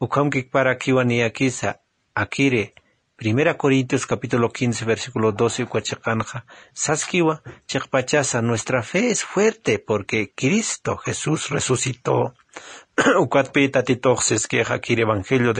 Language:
Aymara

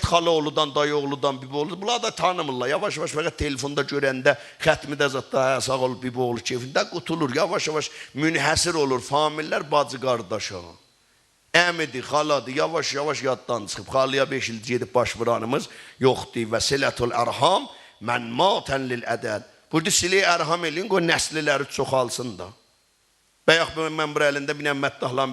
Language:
South Azerbaijani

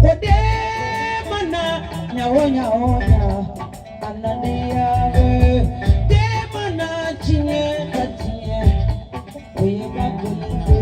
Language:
Bambara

